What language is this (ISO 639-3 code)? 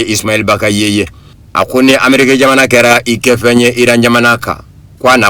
bam